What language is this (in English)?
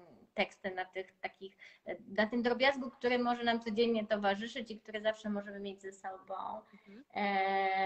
Polish